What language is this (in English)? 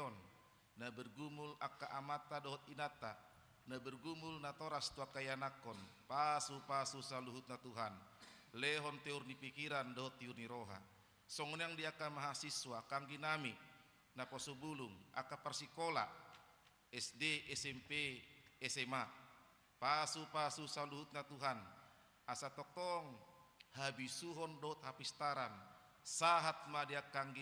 Batak Toba